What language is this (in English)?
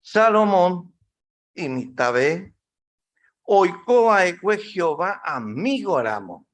Guarani